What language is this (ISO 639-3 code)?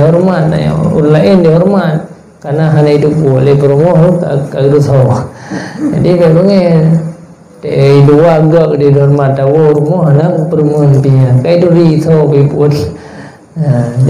ace